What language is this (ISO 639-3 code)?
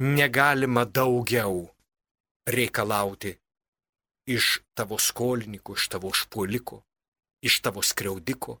lit